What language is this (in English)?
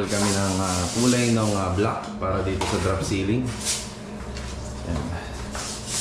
Filipino